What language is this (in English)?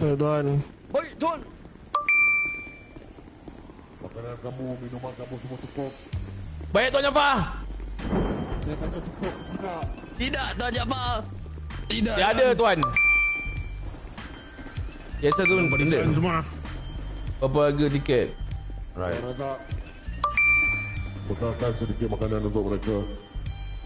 Malay